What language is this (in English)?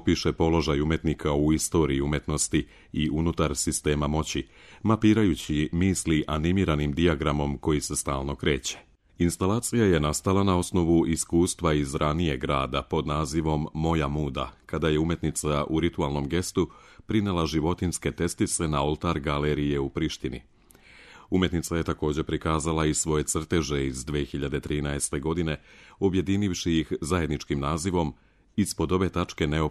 Serbian